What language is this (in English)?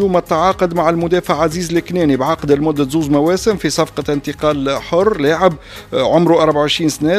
Tunisian Arabic